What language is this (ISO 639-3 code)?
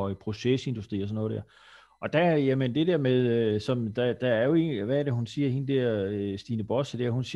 dan